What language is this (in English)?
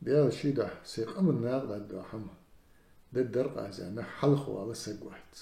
Ingush